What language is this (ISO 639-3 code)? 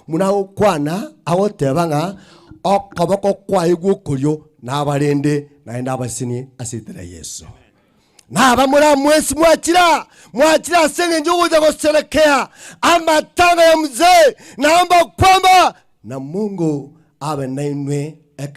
guz